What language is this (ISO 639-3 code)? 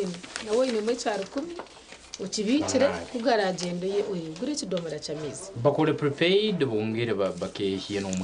nyn